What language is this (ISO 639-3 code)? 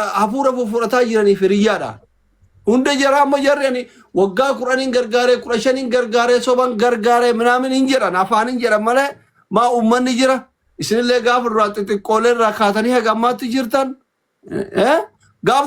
orm